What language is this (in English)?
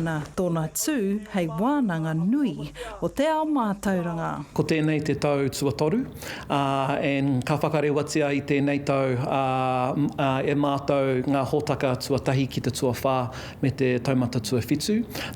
Māori